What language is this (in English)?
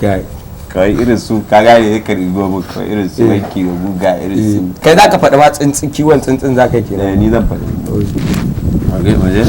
Hausa